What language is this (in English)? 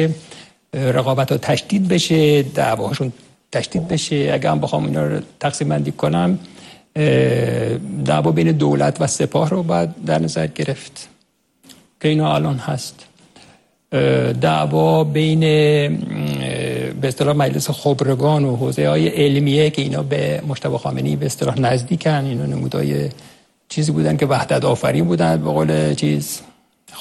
Persian